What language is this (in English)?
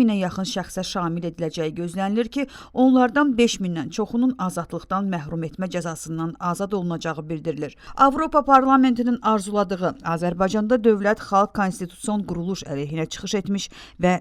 Azerbaijani